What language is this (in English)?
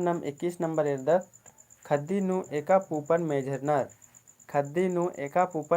Kurukh